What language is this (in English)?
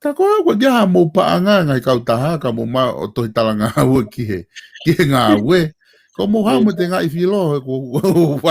Tongan